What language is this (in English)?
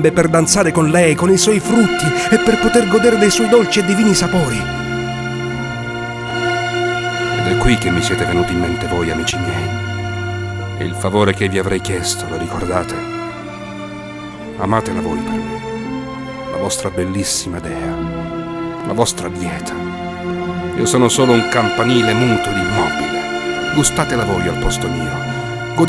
Italian